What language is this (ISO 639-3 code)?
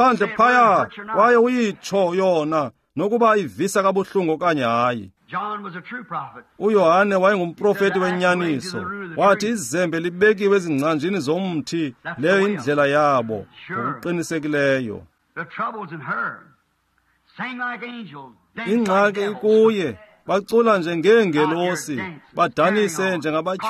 xho